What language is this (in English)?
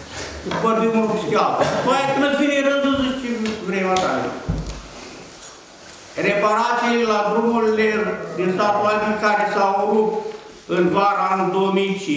Romanian